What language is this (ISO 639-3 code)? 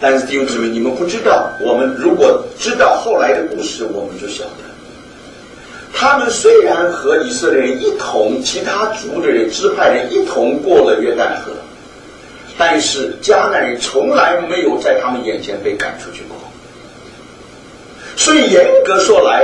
zho